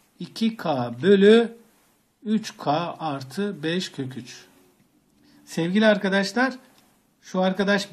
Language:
Turkish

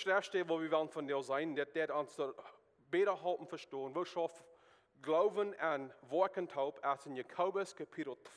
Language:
Plautdietsch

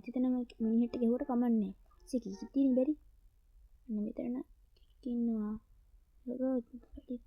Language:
Sinhala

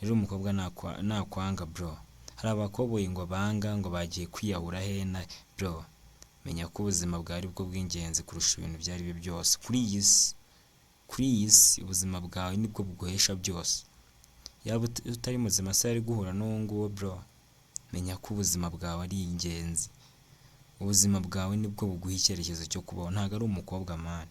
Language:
Kinyarwanda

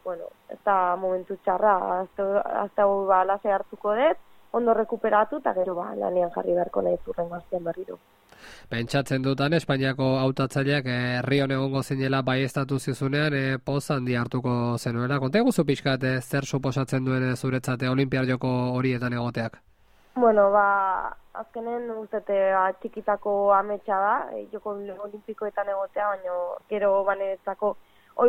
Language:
Basque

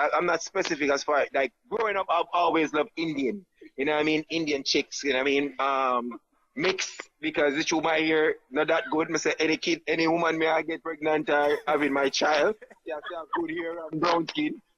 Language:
Jamaican Creole English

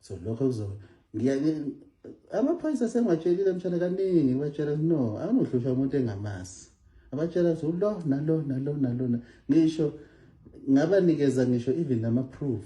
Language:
Zulu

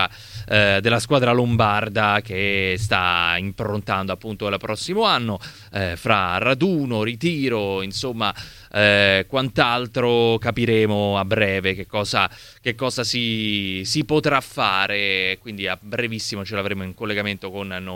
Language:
Italian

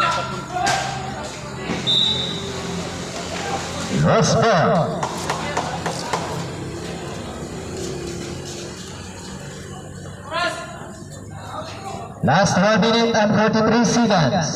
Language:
Cebuano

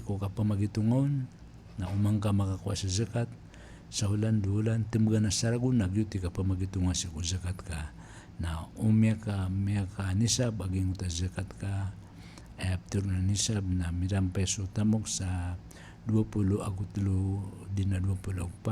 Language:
Maranao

